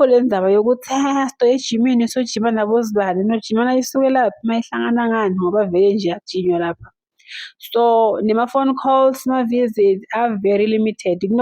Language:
Zulu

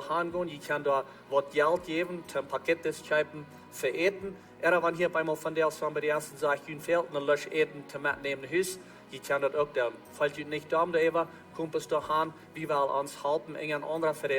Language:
Plautdietsch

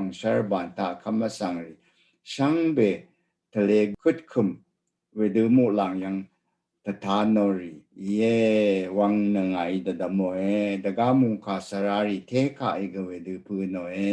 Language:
Rawang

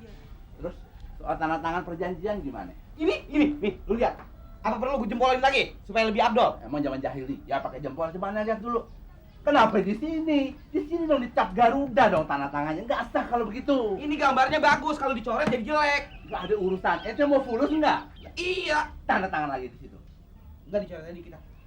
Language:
Betawi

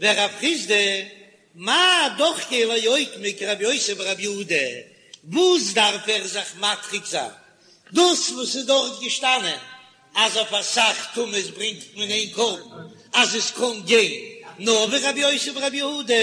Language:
Yiddish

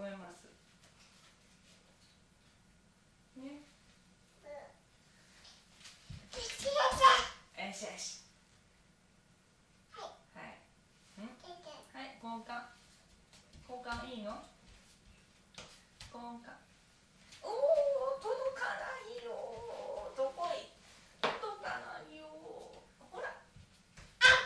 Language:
Japanese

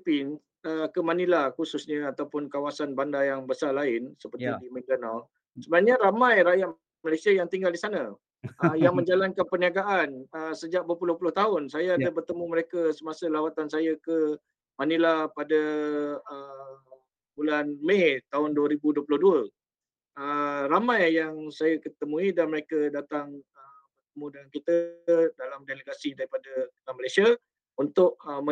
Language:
Malay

